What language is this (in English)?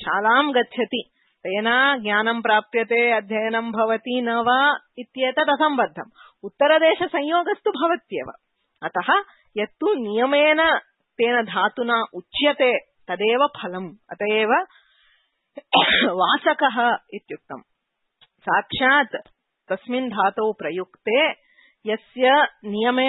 Sanskrit